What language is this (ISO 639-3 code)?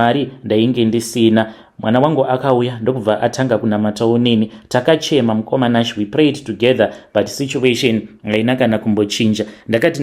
sna